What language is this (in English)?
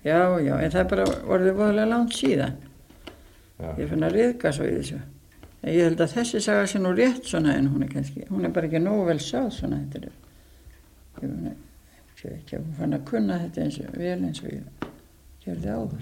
Icelandic